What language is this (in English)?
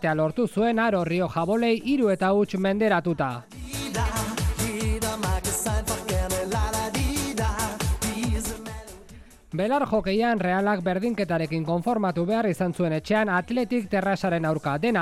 Basque